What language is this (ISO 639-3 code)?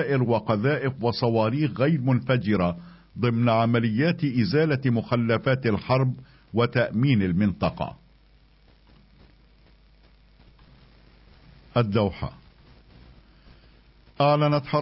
ara